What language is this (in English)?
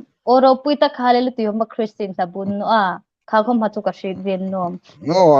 Hmar